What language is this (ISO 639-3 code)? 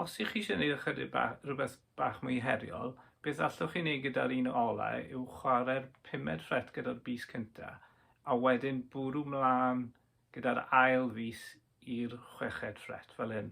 cym